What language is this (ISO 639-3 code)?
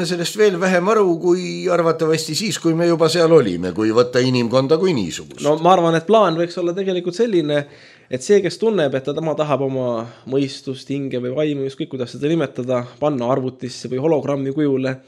est